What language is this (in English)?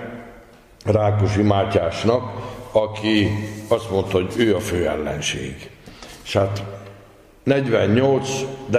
Hungarian